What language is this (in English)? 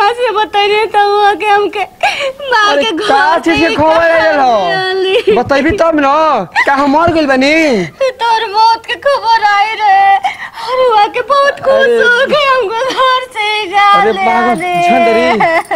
Bhojpuri